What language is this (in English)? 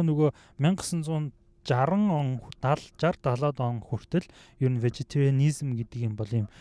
Mongolian